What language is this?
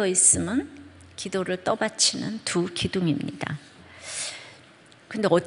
Korean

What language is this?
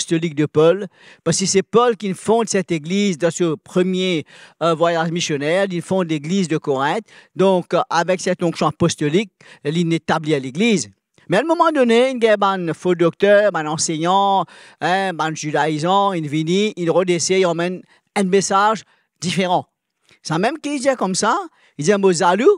Morisyen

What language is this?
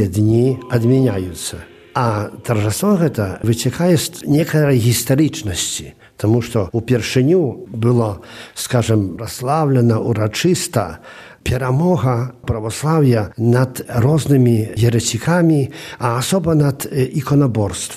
Belarusian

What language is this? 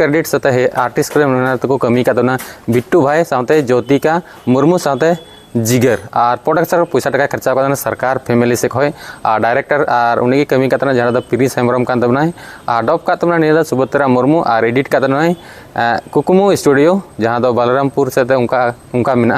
Santali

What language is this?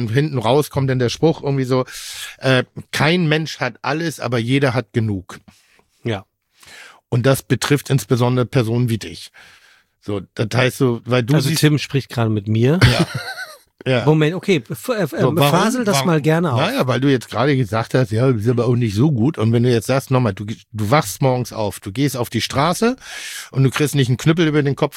German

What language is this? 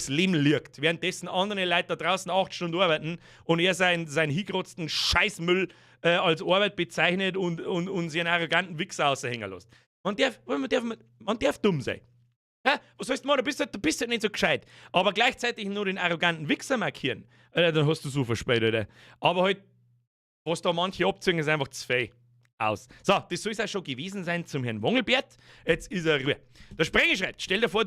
Bavarian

